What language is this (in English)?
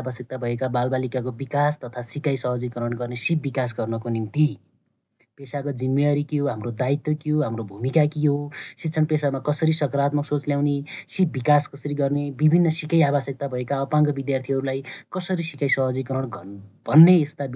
Nepali